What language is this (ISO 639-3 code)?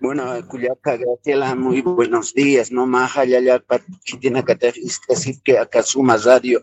aym